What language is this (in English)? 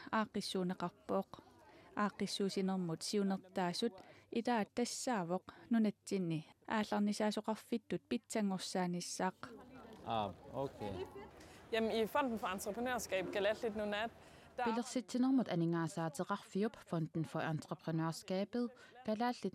Kalaallisut